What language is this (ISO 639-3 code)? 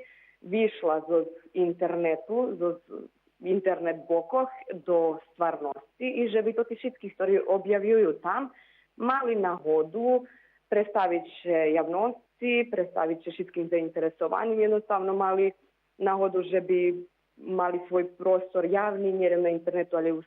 rue